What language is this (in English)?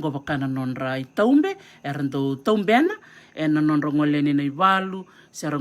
Fijian